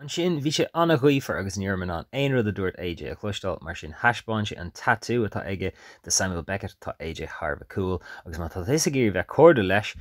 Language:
Irish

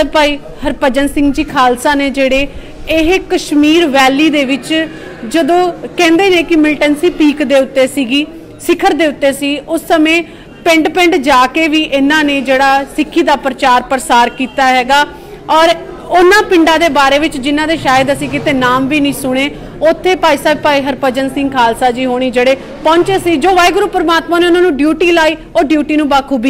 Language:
Punjabi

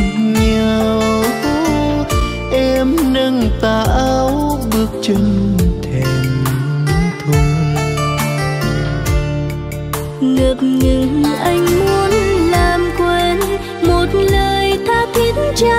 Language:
Vietnamese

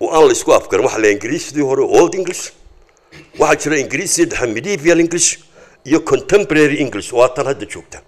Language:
Somali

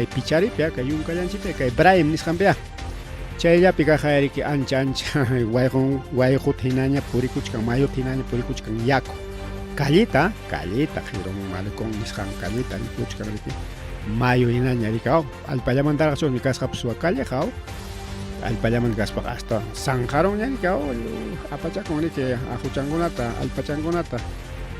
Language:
Ayacucho Quechua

